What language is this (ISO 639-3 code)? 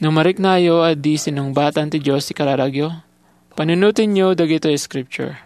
ilo